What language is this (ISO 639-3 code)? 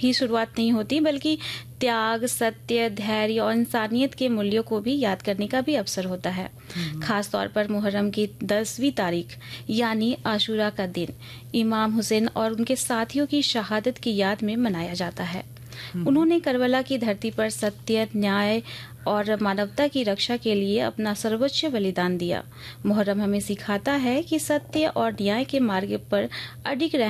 hin